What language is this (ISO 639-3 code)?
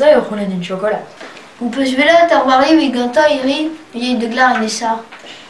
bre